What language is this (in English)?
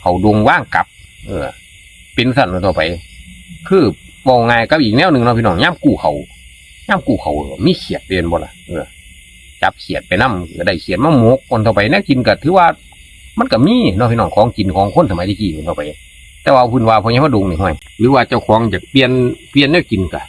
Northeastern Thai